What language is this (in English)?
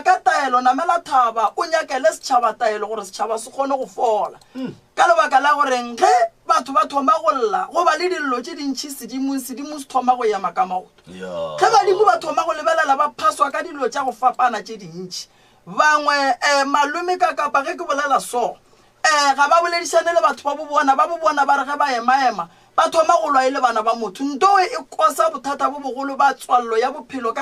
Northern Sotho